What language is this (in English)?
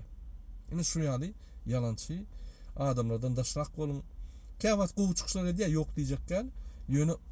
Turkmen